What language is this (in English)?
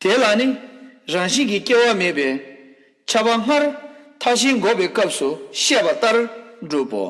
Tibetan